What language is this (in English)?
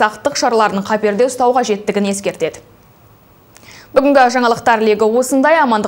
Kazakh